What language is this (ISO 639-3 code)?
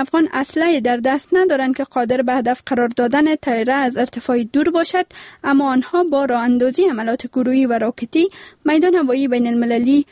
fas